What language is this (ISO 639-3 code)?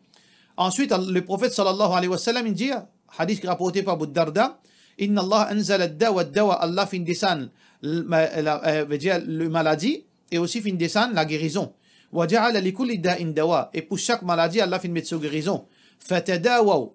mfe